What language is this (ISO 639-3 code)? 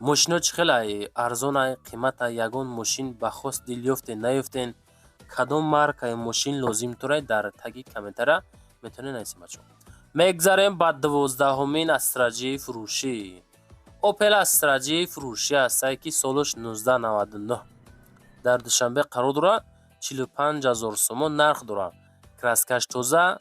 tgk